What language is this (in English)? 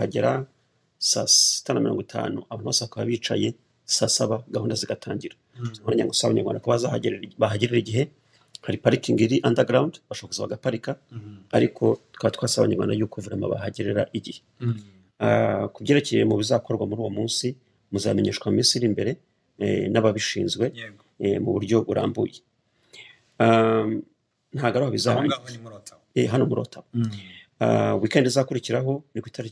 Kinyarwanda